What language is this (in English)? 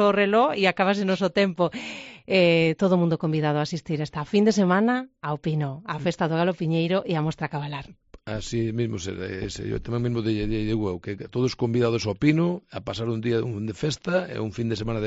Galician